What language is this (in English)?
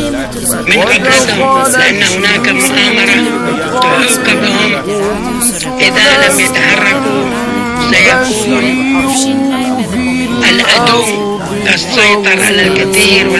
Arabic